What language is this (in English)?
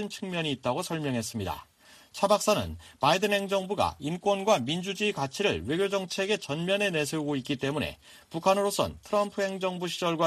Korean